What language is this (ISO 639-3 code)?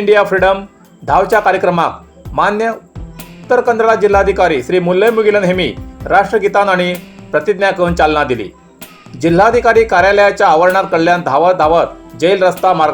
kok